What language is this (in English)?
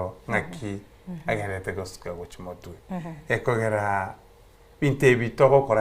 Gusii